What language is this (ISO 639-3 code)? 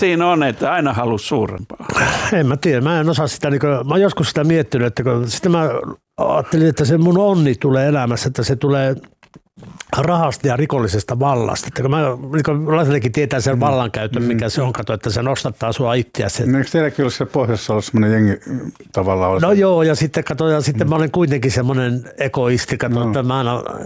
fin